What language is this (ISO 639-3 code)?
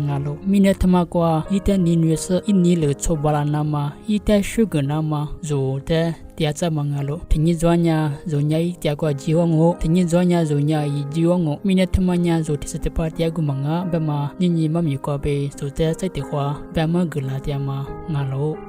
lis